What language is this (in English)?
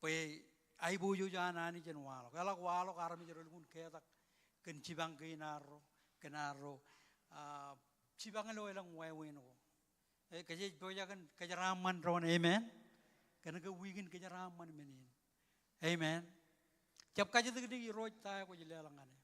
Marshallese